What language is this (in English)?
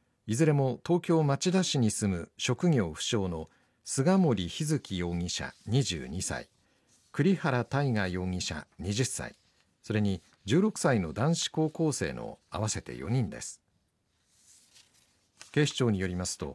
Japanese